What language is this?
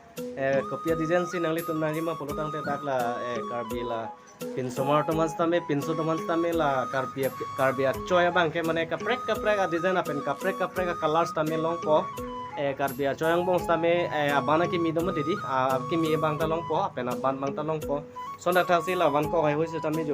Karbi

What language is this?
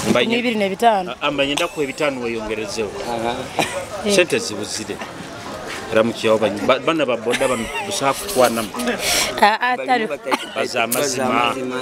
Nyoro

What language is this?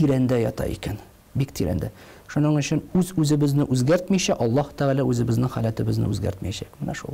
Tatar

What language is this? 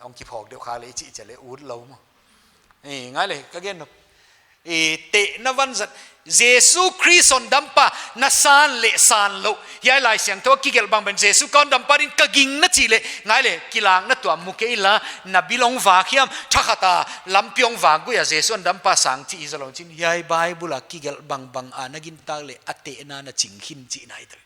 Paite Chin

